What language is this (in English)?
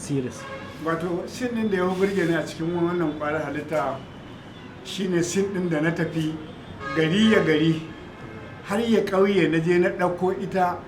Hausa